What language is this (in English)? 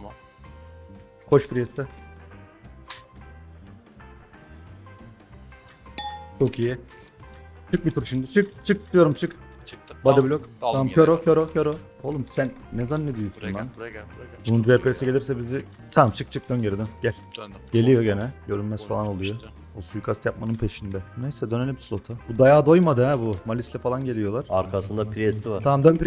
Turkish